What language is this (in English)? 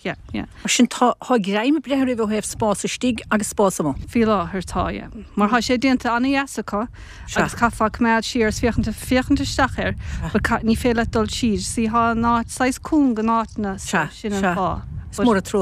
Irish